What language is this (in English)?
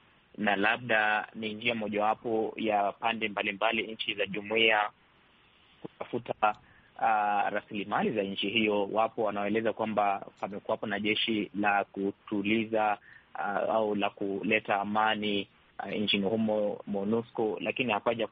Swahili